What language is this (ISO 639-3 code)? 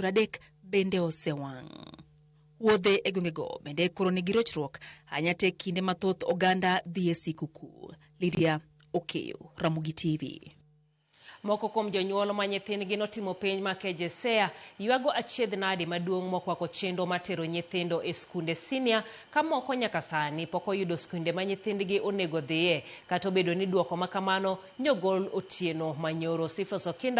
luo